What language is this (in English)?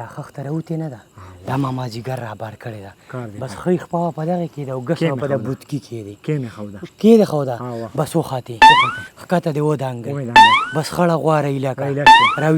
Pashto